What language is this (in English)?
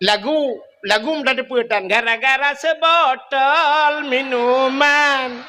Achinese